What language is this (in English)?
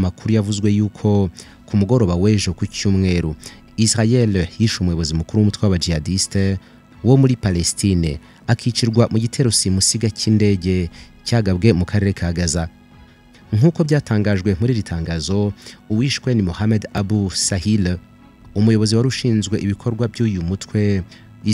Kinyarwanda